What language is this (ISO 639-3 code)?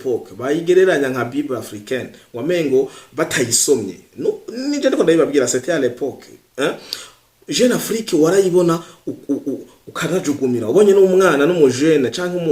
run